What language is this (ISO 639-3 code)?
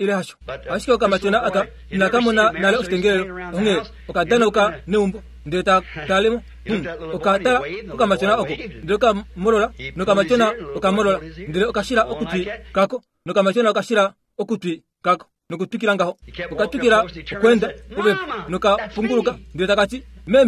kua